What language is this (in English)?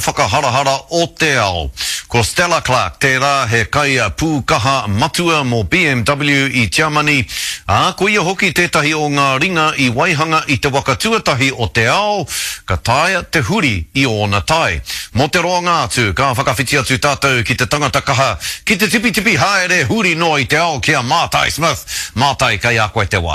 Māori